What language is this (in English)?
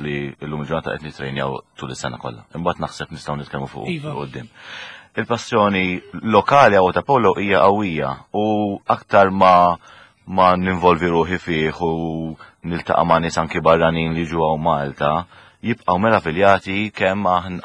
Maltese